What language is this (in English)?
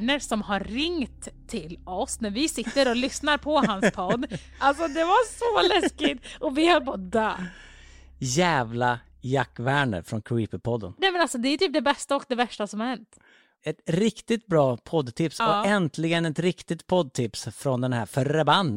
Swedish